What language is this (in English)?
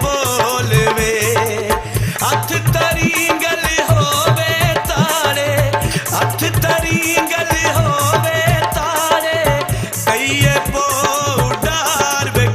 Pahari-Potwari